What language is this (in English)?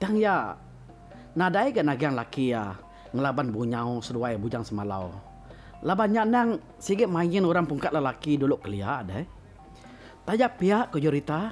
Iban